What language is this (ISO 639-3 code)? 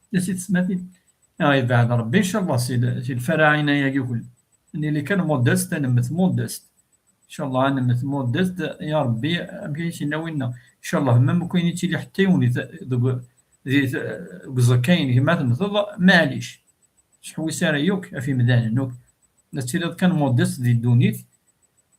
kab